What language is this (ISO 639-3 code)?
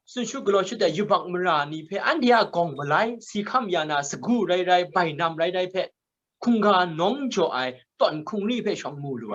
kac